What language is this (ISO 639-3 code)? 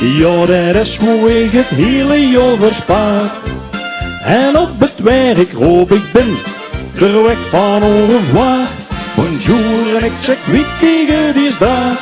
lim